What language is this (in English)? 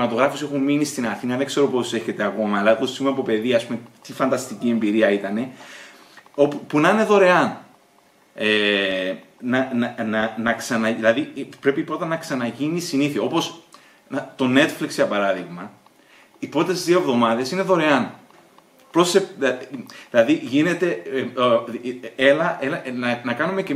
Greek